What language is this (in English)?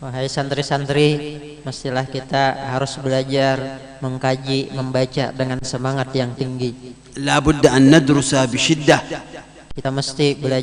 Banjar